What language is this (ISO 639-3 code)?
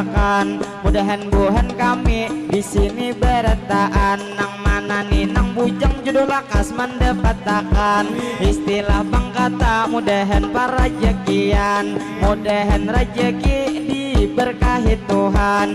bjn